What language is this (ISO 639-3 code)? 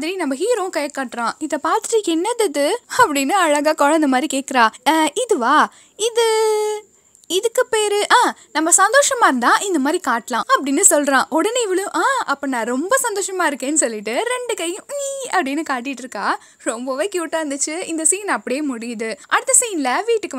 tam